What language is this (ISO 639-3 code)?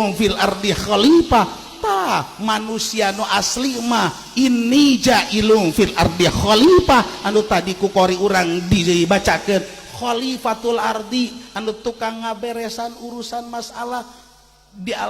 sun